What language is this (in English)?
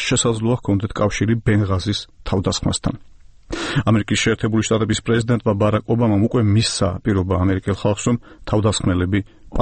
Georgian